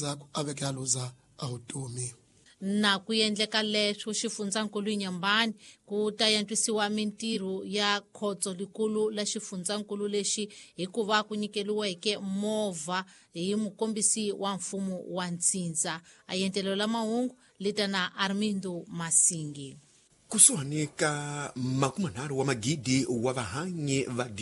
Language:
Tsonga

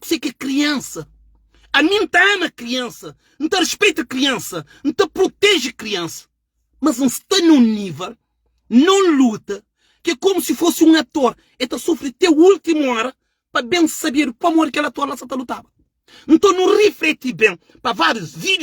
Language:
Kabuverdianu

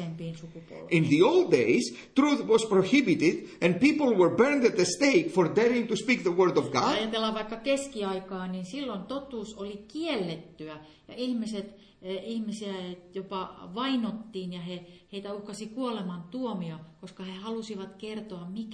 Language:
Finnish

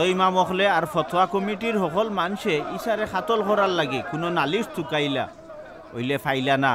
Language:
Sylheti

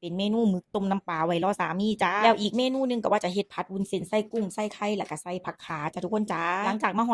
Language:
Northeastern Thai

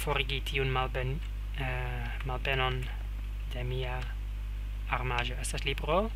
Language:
Esperanto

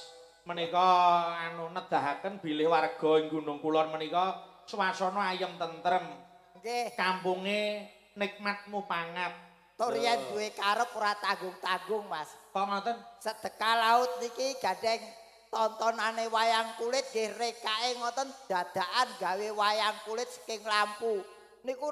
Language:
Javanese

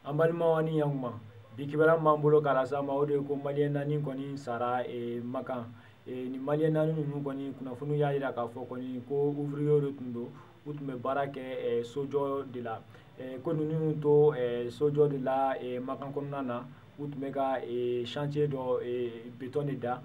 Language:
Bambara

